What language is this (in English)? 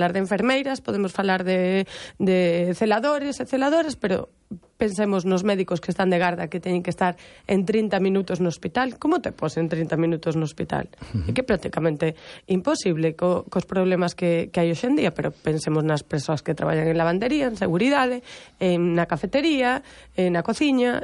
Galician